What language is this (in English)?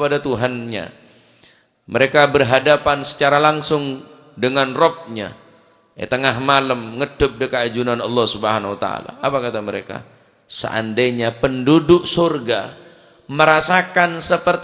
Madurese